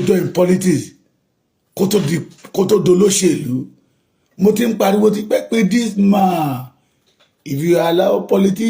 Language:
Yoruba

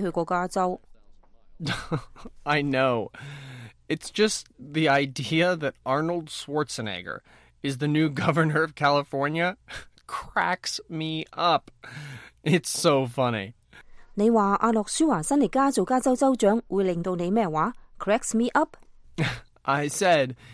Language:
Cantonese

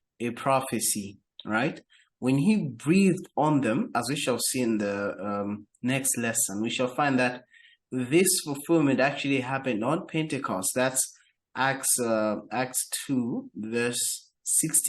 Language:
English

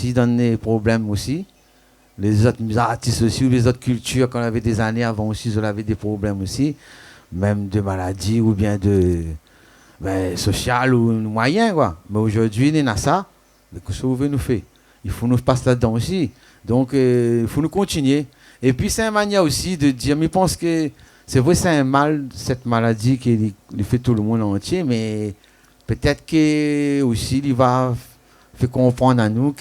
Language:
Réunion Creole French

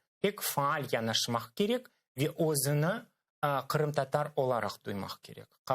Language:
Crimean Tatar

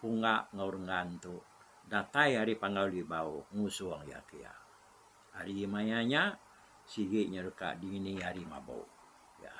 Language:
Iban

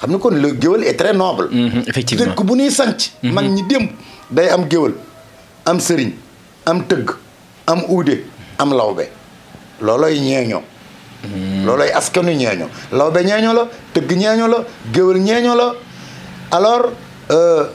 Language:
Wolof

